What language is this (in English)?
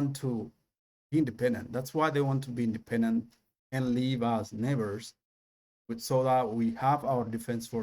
English